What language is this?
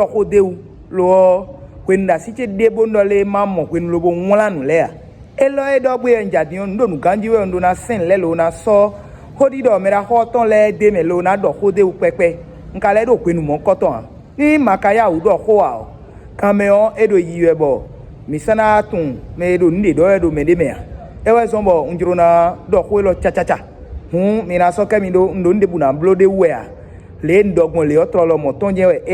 Fon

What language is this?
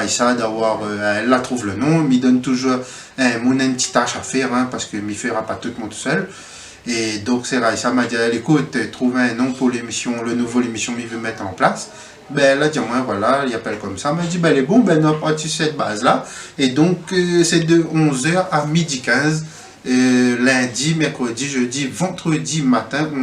Réunion Creole French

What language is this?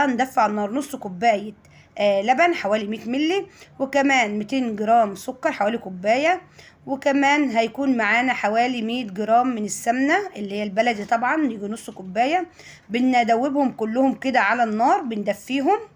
Egyptian Arabic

